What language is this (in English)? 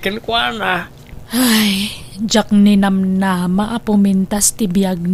Iloko